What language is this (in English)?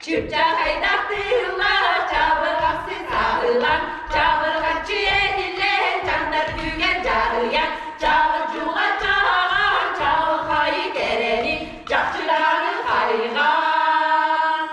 Yakut